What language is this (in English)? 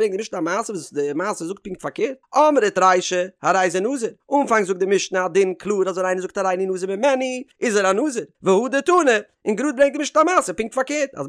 Yiddish